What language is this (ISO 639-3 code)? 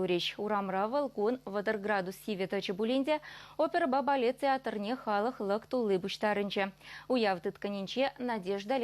chv